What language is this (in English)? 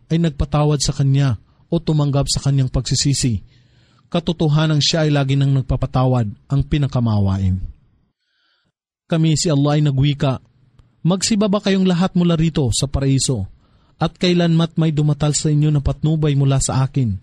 Filipino